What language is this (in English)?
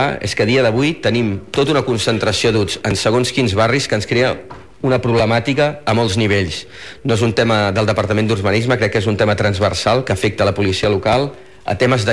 Catalan